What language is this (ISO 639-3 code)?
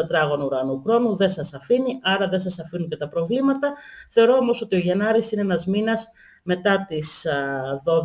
ell